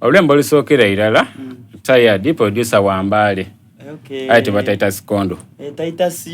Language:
Soga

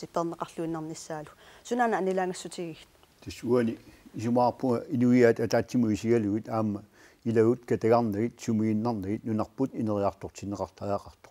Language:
Kalaallisut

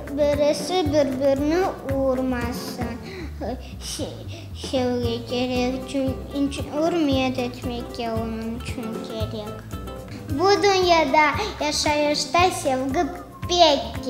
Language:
Crimean Tatar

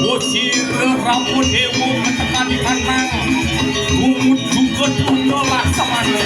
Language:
Balinese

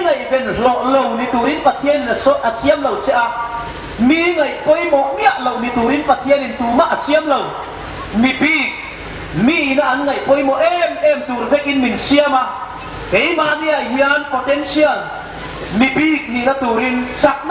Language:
Hmar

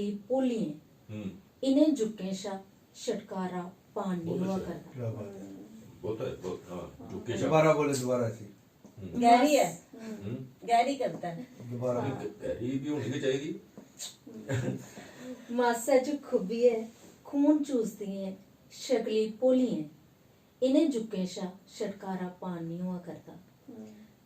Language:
Dogri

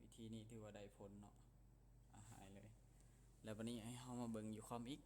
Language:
Lao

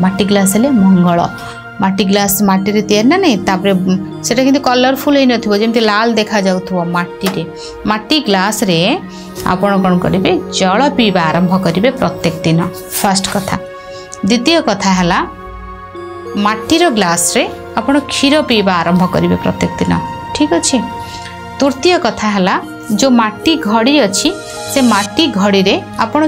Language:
Odia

